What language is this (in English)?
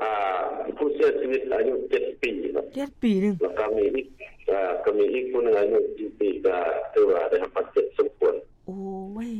Lao